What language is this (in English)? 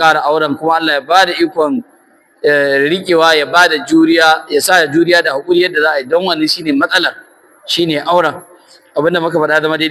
Hausa